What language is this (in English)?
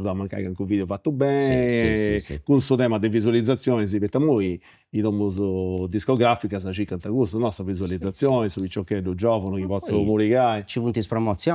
Sardinian